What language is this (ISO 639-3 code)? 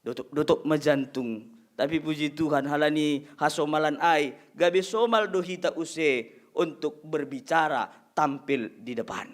bts